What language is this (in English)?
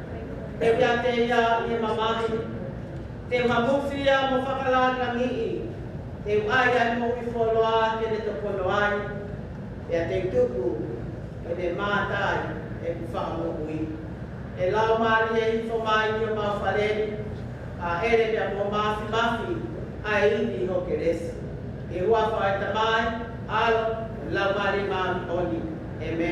Tongan